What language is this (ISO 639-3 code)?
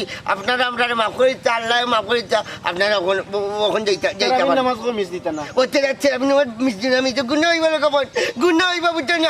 syl